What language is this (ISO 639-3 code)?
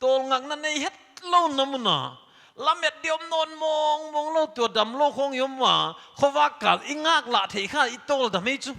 pck